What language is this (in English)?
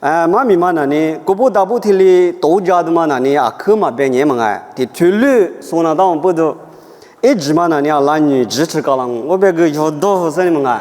Lisu